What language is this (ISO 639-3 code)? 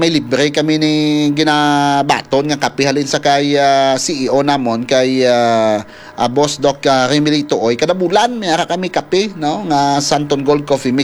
hil